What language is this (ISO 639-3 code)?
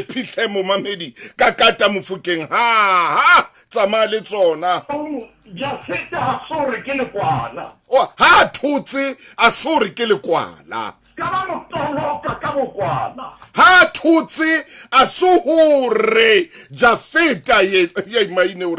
sot